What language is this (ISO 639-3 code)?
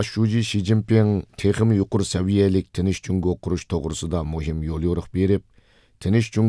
uig